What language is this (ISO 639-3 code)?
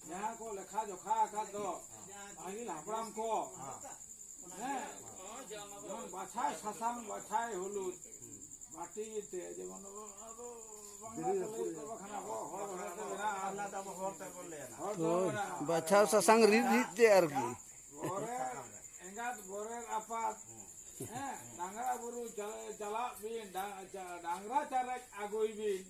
sat